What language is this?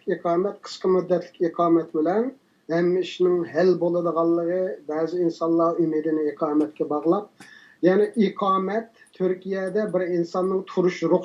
Uyghur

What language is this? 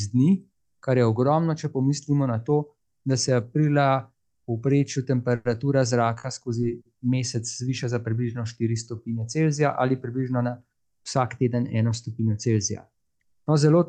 Slovenian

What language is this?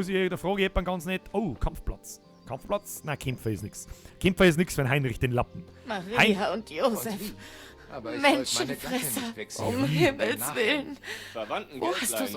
Bavarian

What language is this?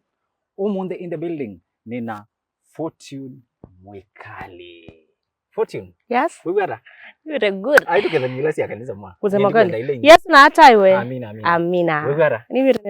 Kamba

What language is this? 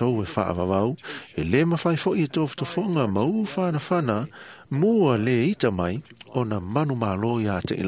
Samoan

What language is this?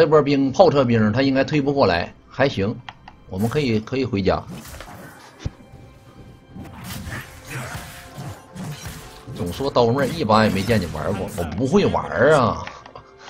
Chinese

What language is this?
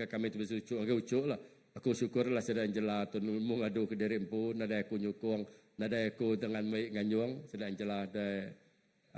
Iban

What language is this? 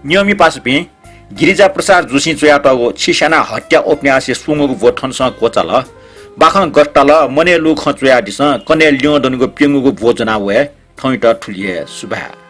Newari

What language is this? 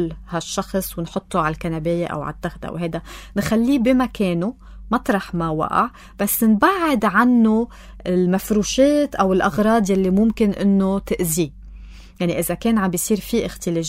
North Levantine Arabic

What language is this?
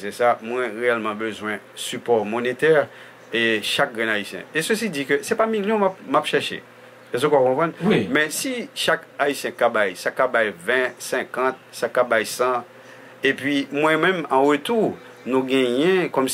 Haitian Creole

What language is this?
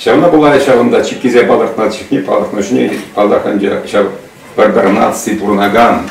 Chuvash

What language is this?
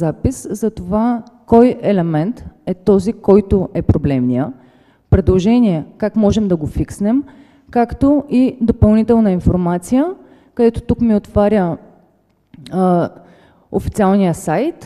Bulgarian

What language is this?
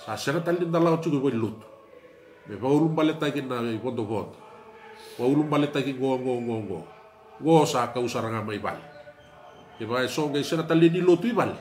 Fijian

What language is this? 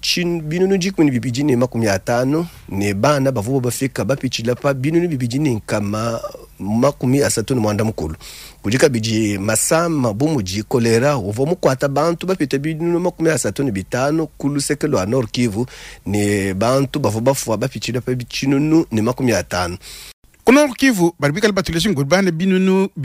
Luba-Lulua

